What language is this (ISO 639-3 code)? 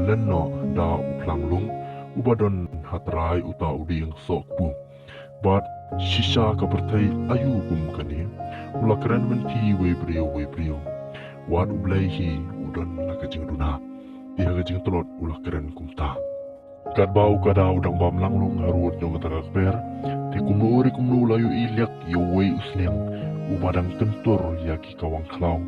kha